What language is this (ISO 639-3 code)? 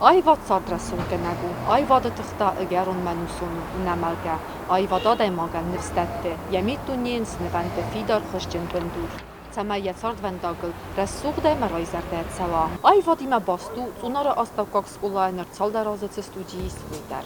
oss